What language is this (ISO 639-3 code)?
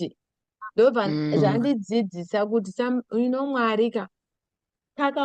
sna